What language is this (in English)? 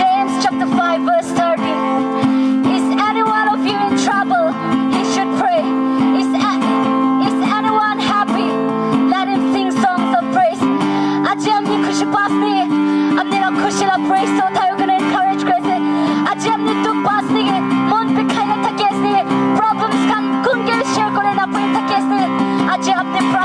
Naga Pidgin